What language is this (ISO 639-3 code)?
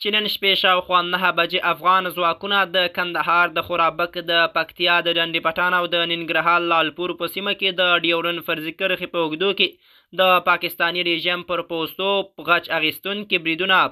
pus